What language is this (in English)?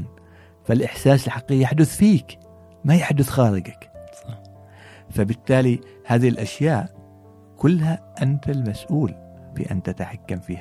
Gulf Arabic